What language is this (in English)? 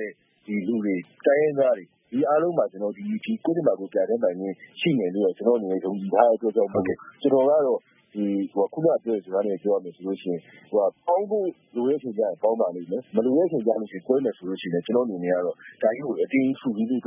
Burmese